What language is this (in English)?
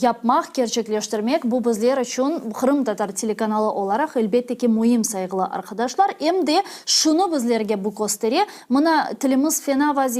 Crimean Tatar